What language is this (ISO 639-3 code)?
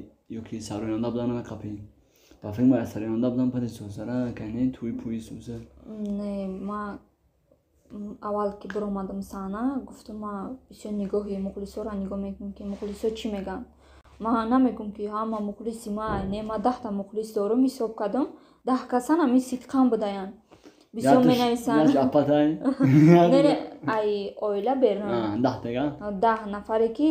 tgk